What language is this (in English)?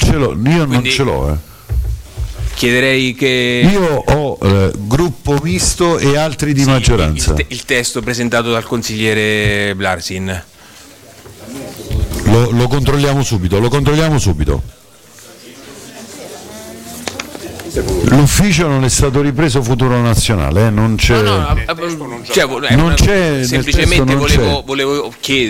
Italian